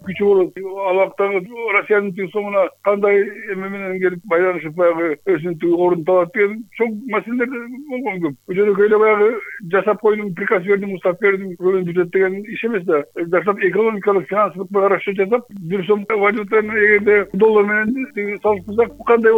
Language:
Kyrgyz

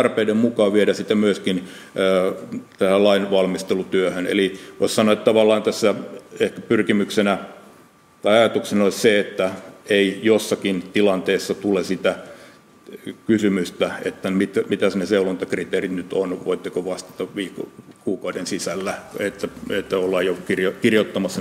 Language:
Finnish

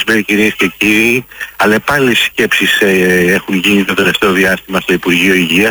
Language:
Greek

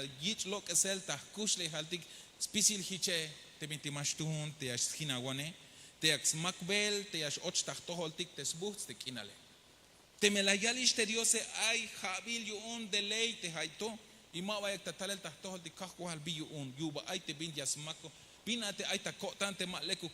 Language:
Tzeltal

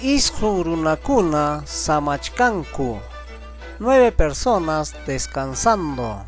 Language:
Ayacucho Quechua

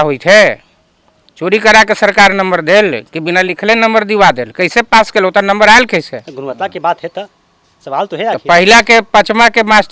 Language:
Magahi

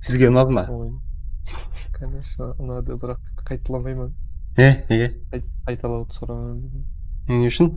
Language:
Kara-Kalpak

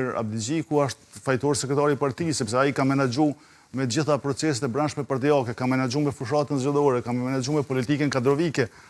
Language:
Albanian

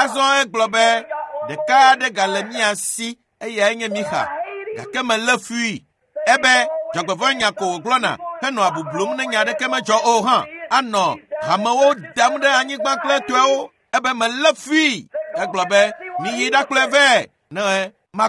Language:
Ewe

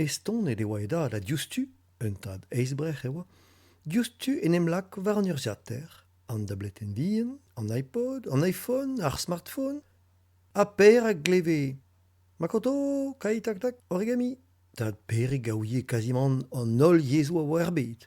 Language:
Breton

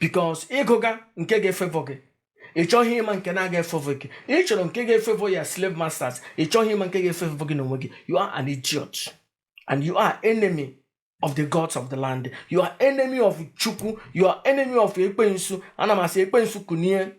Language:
Igbo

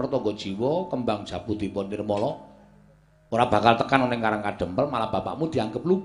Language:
Javanese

